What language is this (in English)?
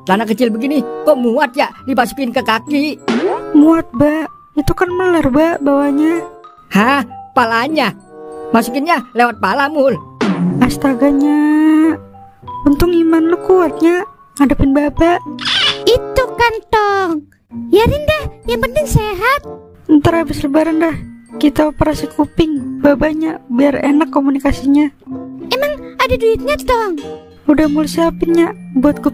Betawi